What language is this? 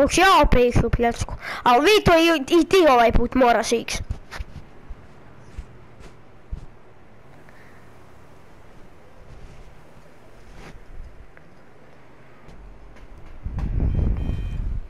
Croatian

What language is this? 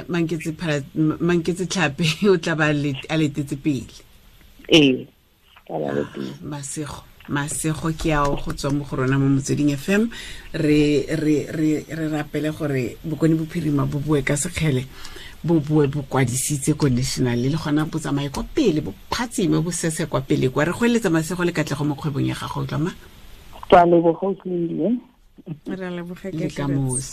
Tswana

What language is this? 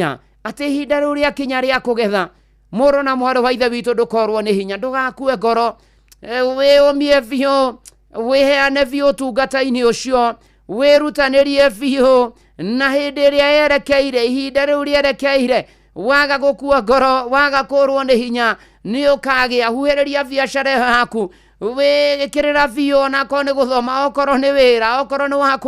Kikuyu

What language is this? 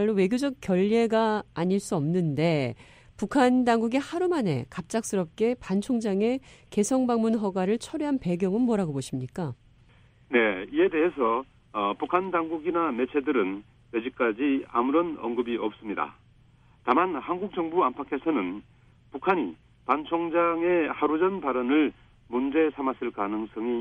Korean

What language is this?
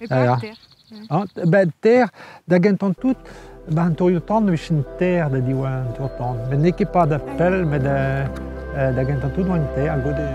Breton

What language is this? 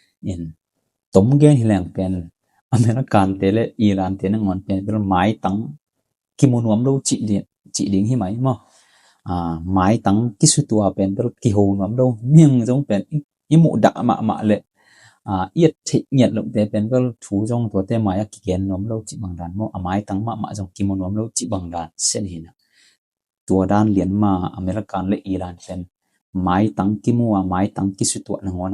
Tedim Chin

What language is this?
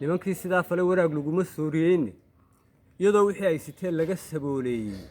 Somali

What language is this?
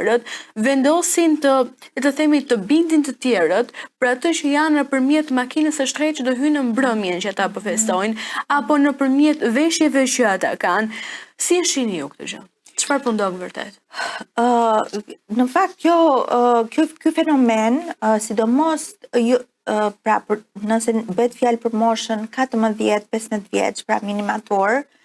Albanian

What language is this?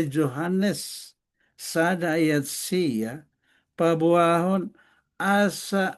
Batak Toba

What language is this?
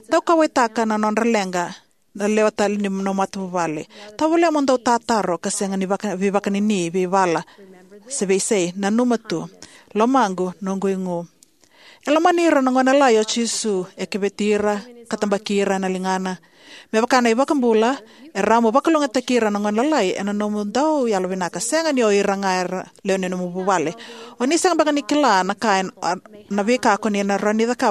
Fijian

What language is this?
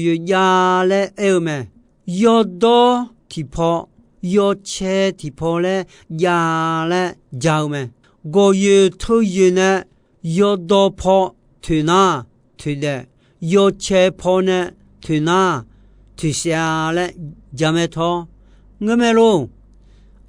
Akha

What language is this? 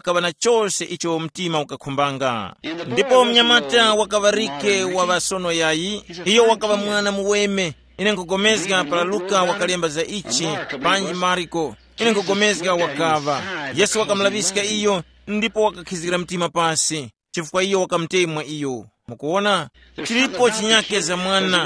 Tumbuka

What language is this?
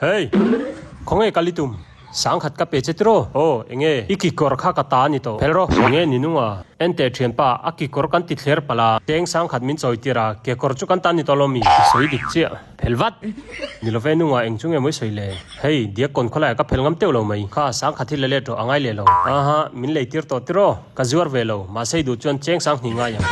Mizo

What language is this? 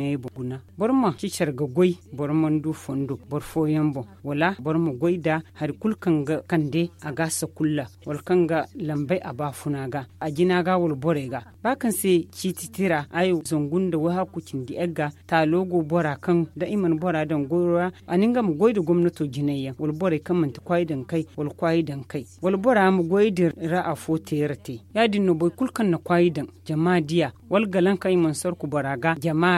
Zarma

